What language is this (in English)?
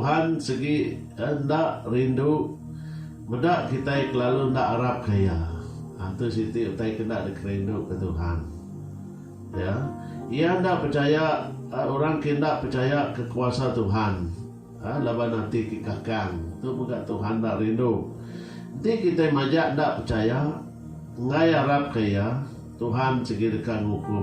Iban